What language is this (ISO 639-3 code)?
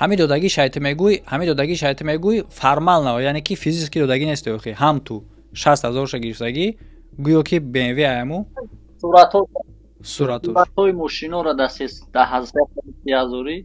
tgk